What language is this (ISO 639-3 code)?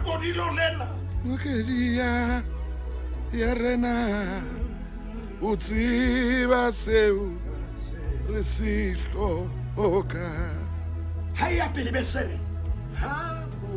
sot